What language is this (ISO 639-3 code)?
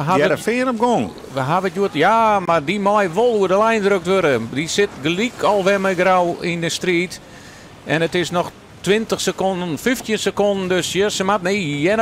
fry